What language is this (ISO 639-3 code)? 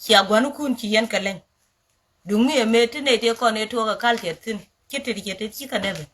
nus